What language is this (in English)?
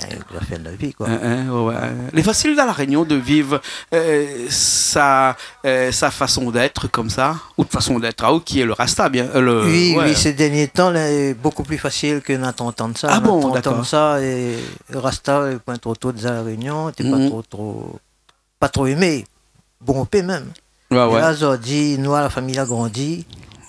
Réunion Creole French